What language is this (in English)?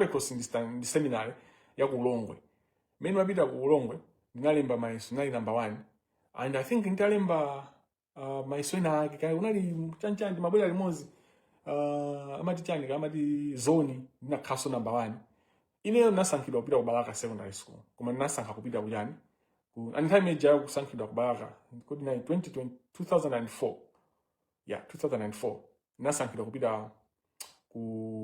Nyanja